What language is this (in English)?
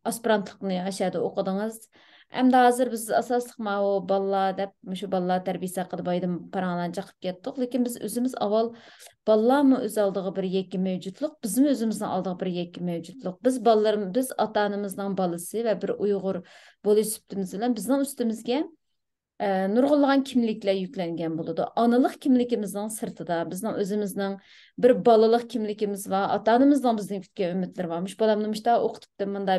Uyghur